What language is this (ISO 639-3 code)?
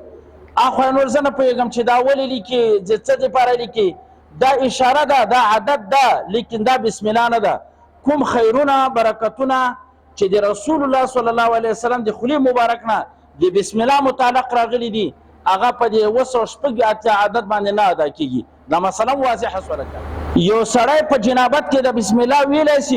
pus